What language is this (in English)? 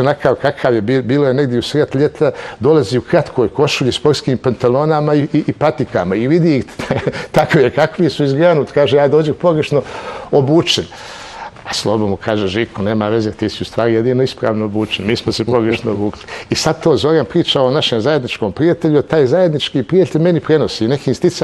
Bosnian